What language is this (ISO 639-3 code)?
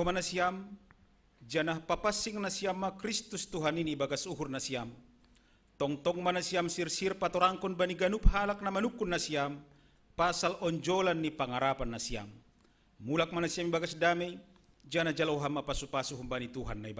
bts